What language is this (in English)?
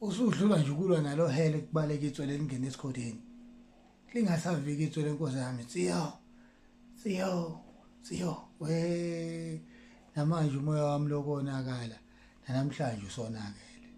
Zulu